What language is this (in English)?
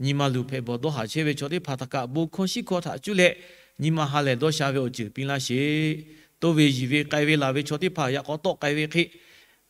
Lahu